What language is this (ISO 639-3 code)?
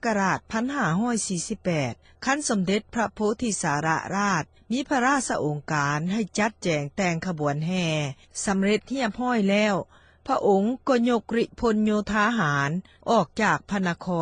lao